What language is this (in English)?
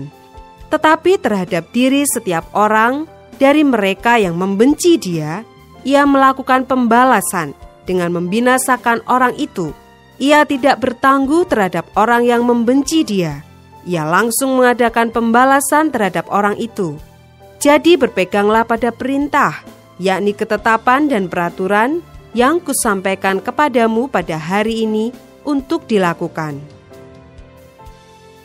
Indonesian